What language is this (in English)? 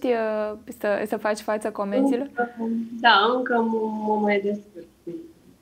Romanian